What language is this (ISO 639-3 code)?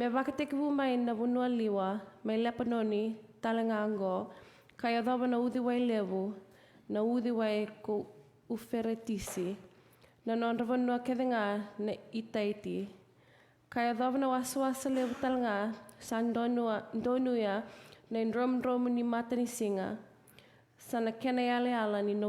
fij